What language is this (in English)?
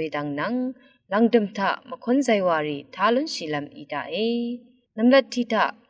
Rawang